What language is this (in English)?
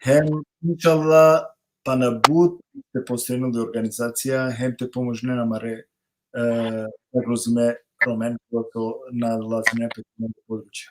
Balkan Romani